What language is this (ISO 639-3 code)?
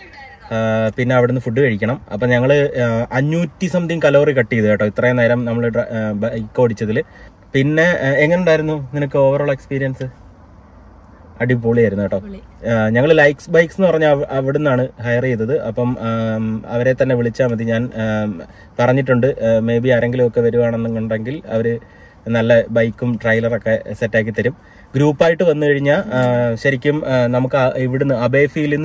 mal